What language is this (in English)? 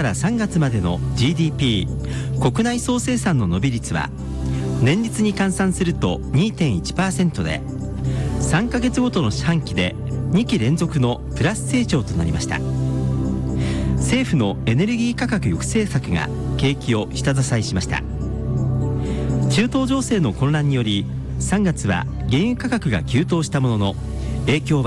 Japanese